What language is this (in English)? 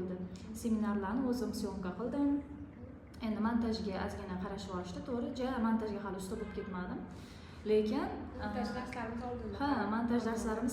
Uzbek